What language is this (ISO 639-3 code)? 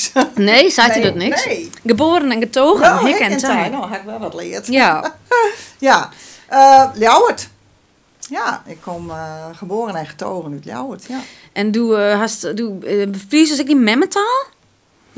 fry